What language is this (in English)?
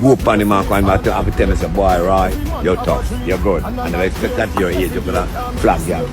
Jamaican Creole English